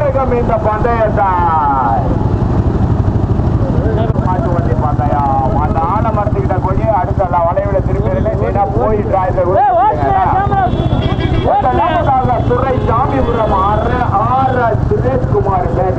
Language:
Tamil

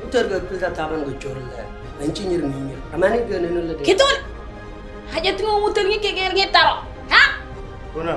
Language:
Moro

